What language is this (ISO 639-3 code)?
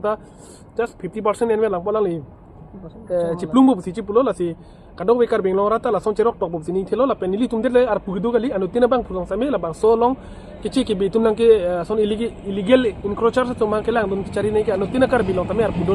mjw